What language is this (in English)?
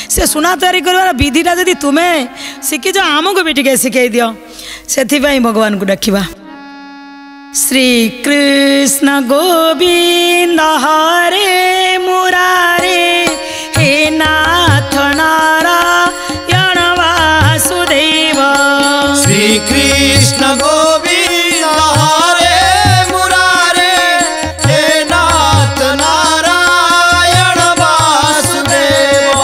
Odia